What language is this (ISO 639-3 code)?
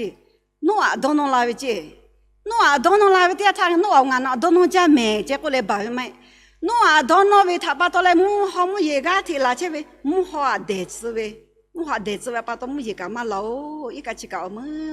lhu